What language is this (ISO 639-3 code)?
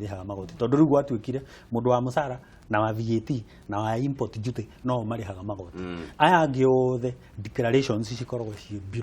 kik